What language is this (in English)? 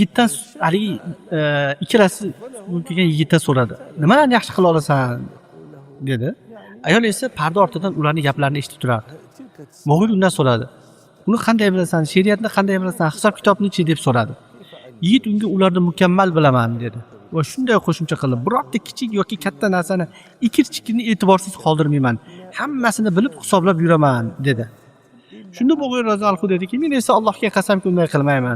Uzbek